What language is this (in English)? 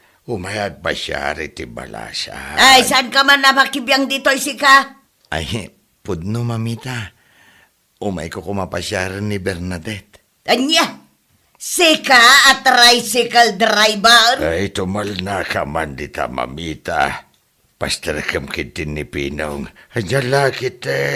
Iloko